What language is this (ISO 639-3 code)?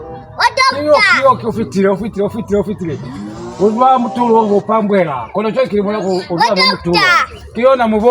loz